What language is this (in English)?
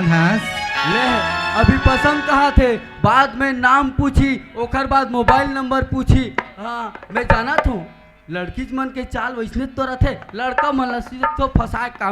Chhattisgarhi